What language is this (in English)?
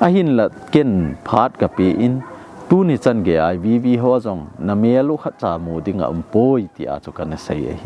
Thado Chin